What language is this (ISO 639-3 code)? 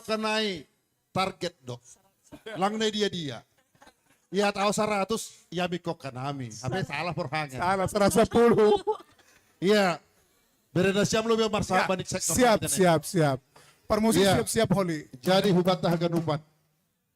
bts